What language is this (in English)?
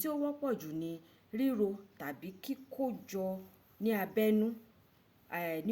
Yoruba